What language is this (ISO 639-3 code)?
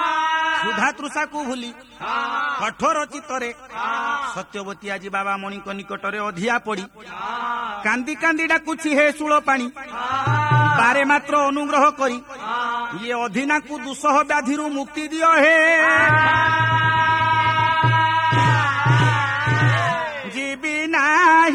ori